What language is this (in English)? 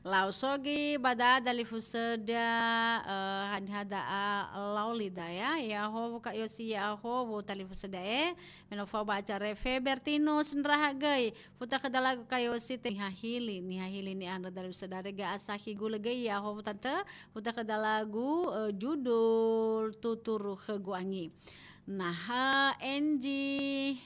Nias